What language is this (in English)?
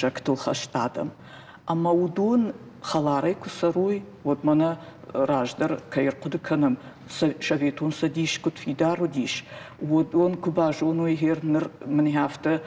Ossetic